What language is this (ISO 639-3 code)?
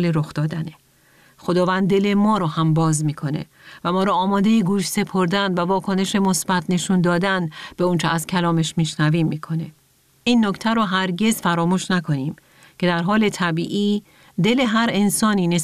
fas